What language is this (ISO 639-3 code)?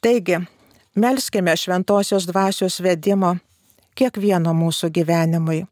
lit